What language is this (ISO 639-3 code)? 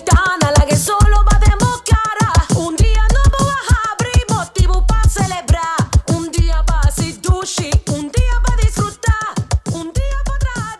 pap